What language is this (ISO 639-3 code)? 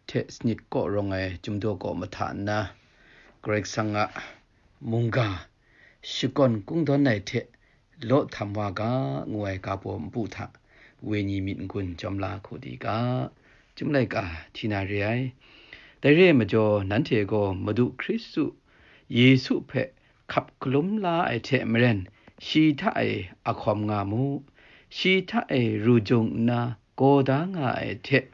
kac